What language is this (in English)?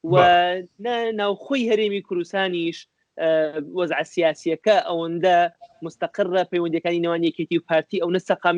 Central Kurdish